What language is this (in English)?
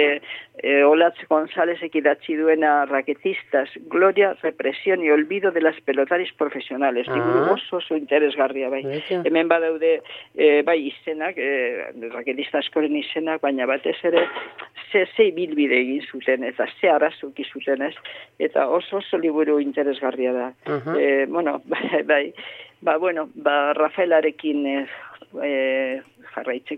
Basque